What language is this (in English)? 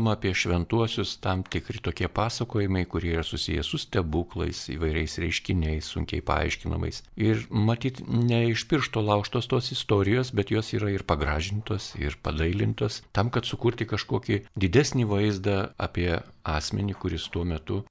Lithuanian